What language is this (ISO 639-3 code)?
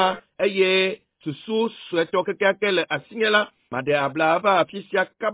ewe